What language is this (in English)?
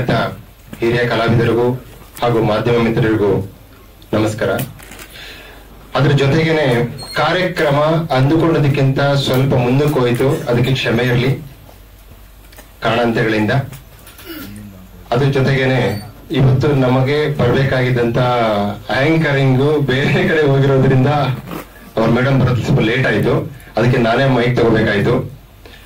Kannada